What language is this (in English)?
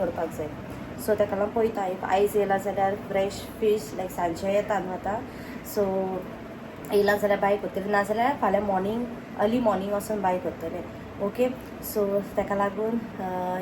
Konkani